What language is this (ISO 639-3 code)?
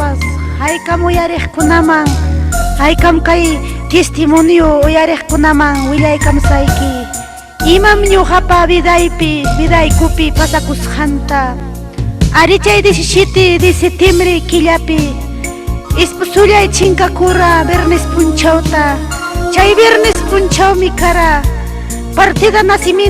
quy